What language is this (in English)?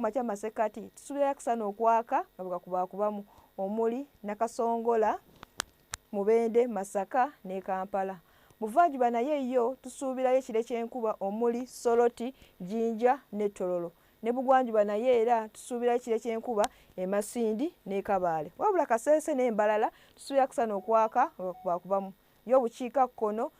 Ganda